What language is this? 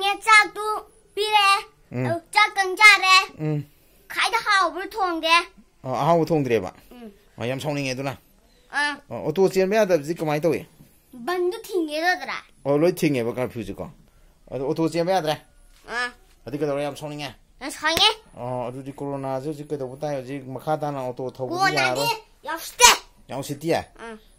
Manipuri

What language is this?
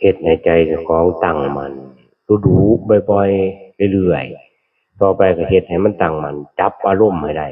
Northeastern Thai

